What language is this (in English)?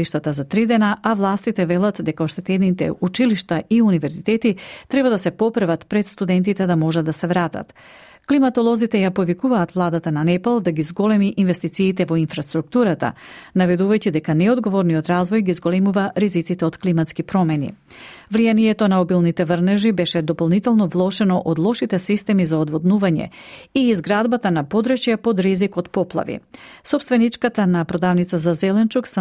Macedonian